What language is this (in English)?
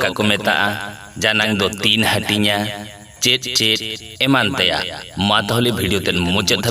Santali